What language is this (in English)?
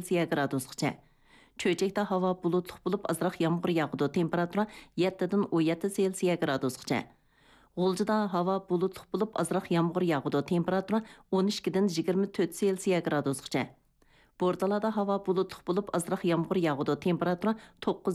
Uyghur